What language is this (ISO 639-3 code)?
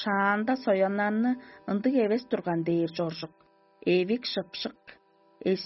tyv